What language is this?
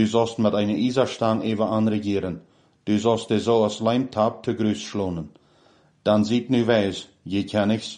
Plautdietsch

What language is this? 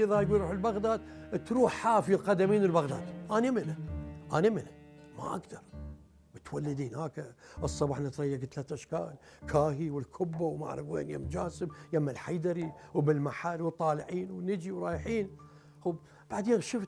Mesopotamian Arabic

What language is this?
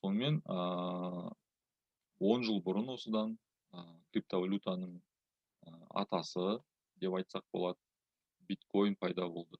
Kazakh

